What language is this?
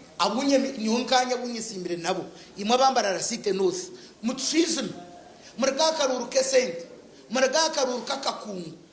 Nyankole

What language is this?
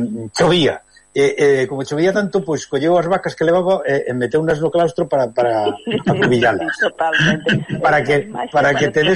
Galician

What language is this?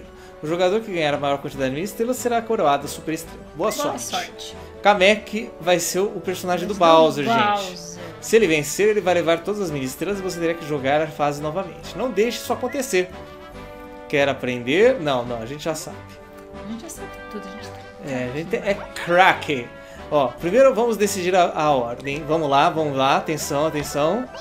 Portuguese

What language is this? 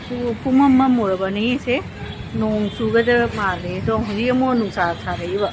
Manipuri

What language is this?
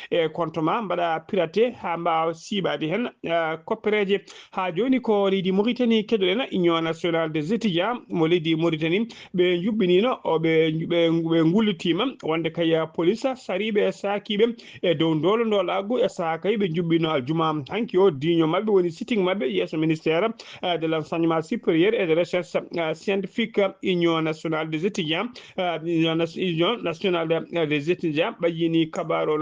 Fula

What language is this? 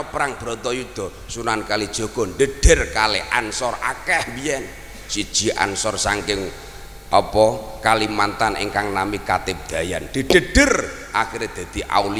Javanese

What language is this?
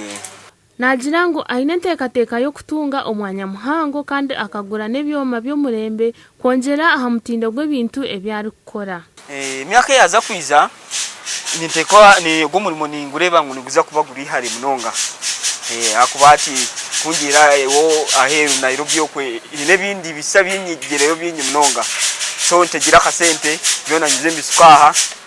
Nyankole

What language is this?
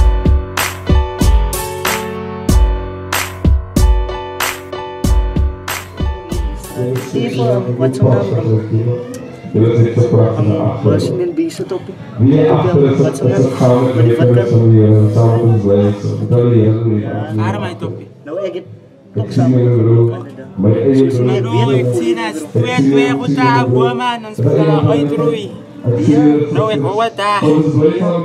Afrikaans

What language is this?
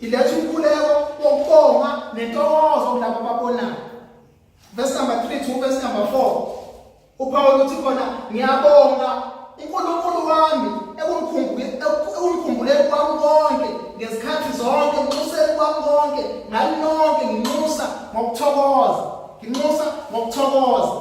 Zulu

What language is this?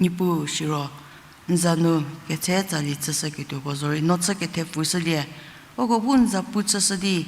Angami Naga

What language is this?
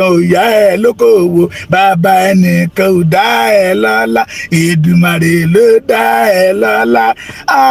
Yoruba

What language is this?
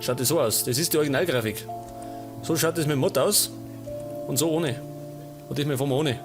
Bavarian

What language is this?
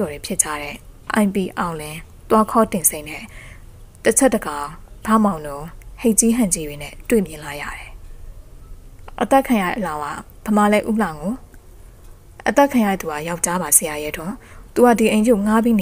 Burmese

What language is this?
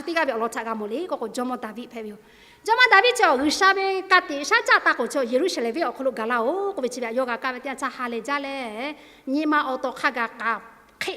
Lahu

